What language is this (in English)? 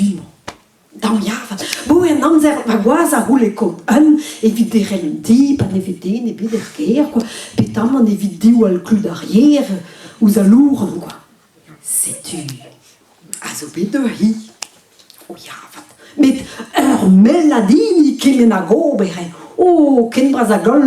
Breton